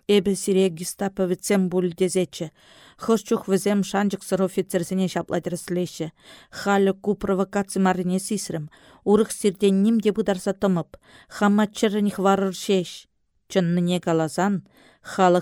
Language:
Chuvash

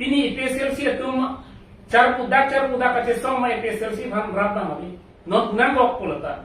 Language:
Karbi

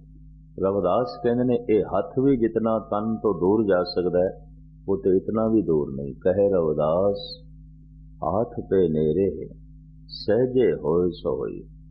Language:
Punjabi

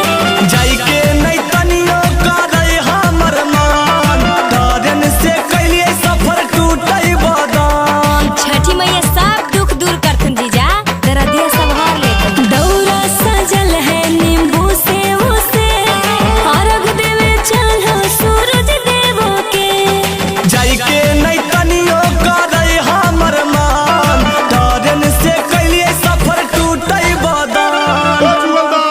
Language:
Magahi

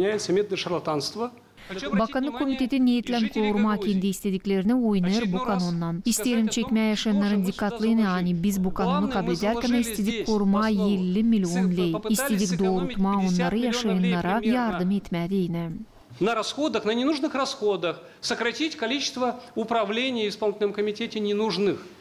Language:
Gagauz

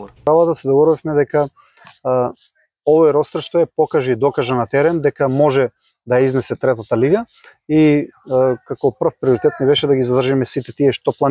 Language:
Macedonian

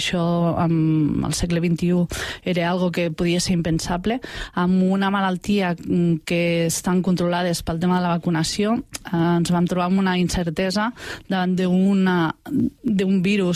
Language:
Catalan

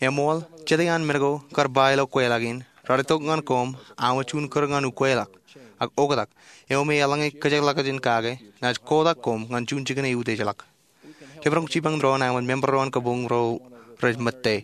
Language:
Marshallese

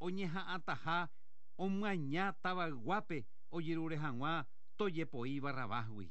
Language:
Guarani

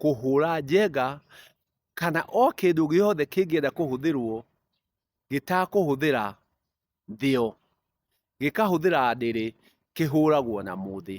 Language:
Kikuyu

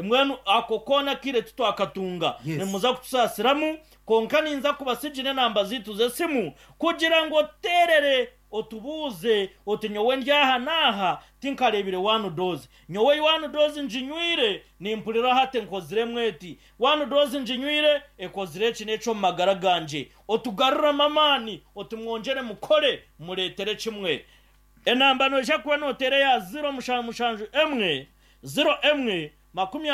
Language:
Nyankole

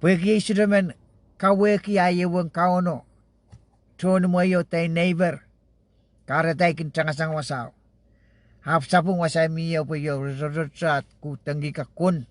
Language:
Pohnpeian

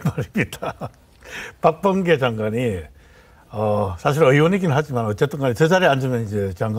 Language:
Korean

